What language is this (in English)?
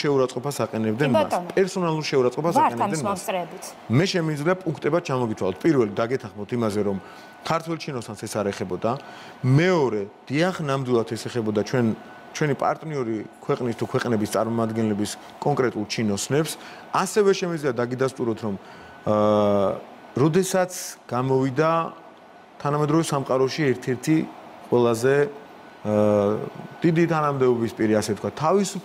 Georgian